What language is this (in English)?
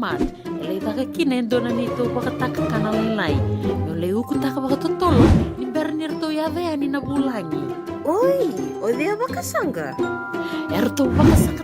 Fijian